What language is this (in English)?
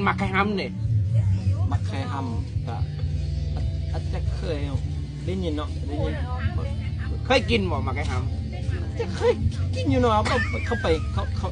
Lao